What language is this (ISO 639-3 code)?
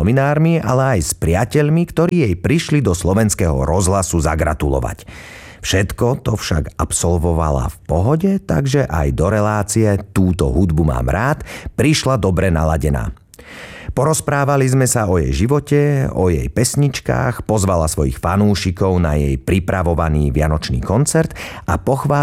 slk